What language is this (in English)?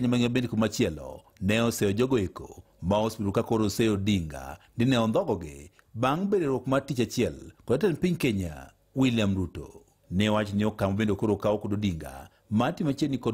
Luo (Kenya and Tanzania)